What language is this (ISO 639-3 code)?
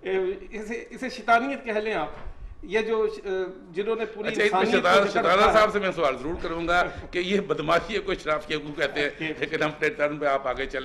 hin